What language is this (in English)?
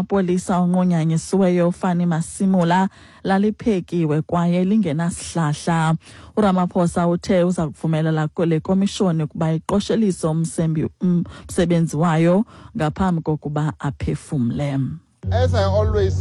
Xhosa